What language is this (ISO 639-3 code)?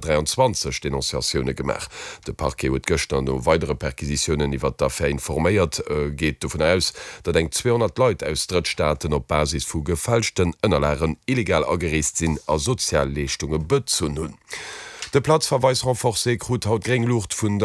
ltz